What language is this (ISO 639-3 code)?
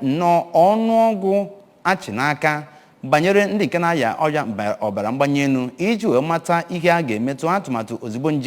ibo